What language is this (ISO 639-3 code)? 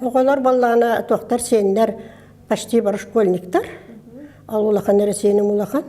sah